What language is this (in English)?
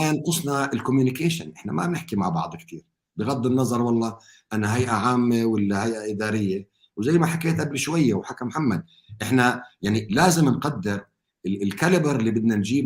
North Levantine Arabic